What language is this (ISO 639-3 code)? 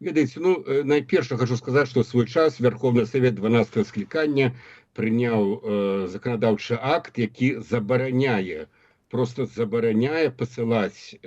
bel